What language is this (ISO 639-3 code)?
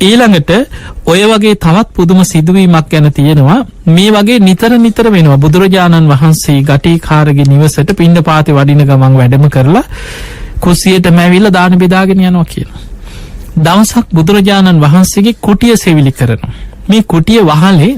sin